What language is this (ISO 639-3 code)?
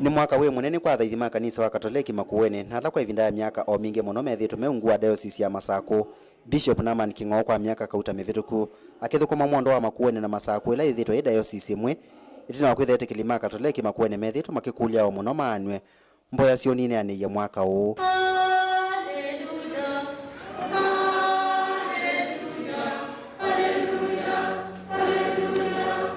kam